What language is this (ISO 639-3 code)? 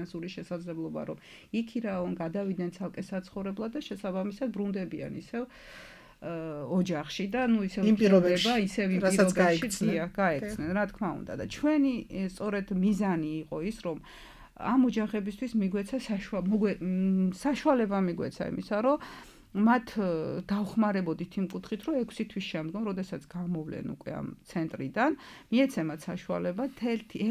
kat